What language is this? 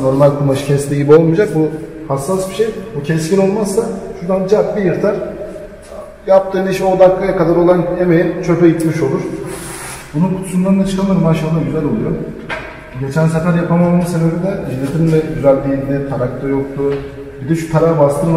Turkish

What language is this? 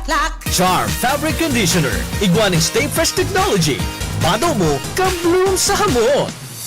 Bikol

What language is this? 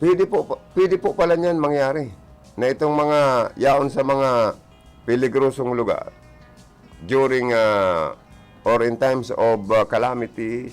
Bikol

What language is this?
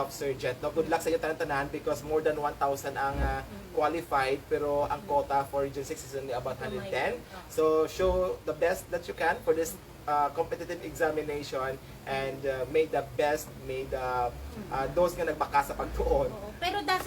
Hiligaynon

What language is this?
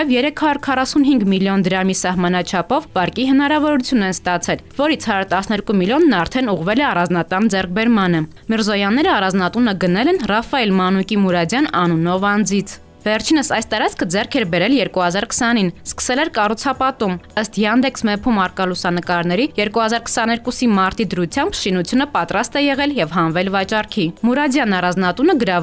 Armenian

